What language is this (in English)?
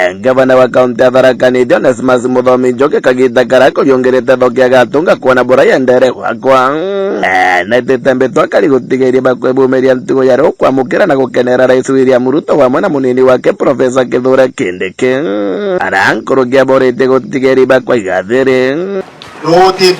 Meru